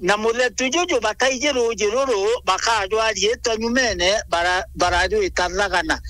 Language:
Meru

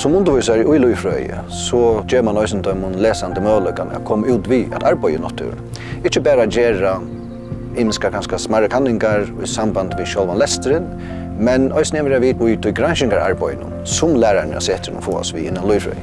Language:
Faroese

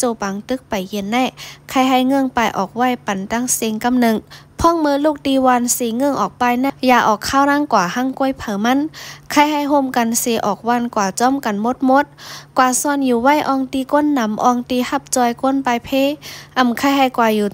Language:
Shan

